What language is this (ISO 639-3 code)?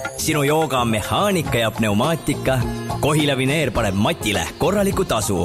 est